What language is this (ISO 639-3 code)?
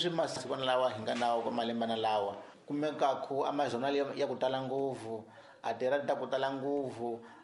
tso